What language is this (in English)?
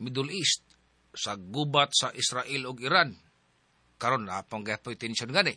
Cebuano